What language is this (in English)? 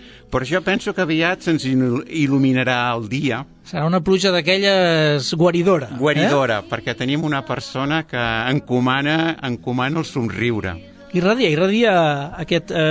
Catalan